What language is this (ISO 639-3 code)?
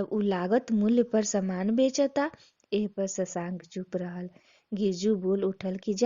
bho